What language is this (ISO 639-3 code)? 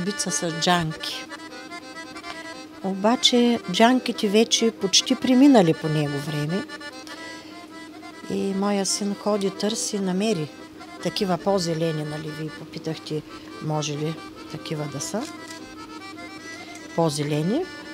bul